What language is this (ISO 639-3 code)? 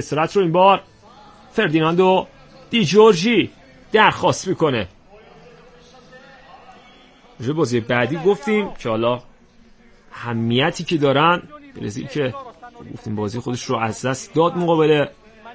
fas